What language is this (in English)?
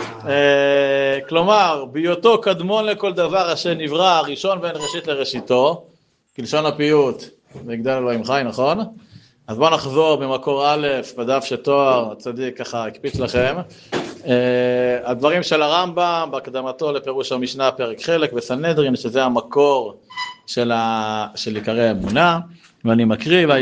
Hebrew